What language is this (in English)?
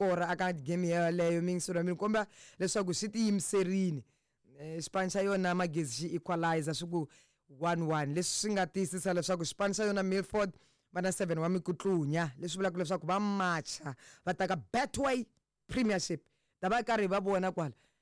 Tsonga